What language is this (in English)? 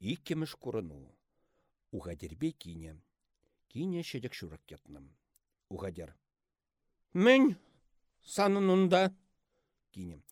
Chuvash